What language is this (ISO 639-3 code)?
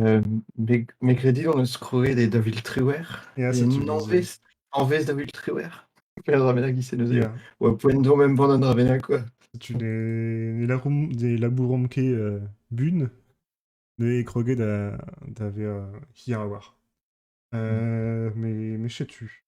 bre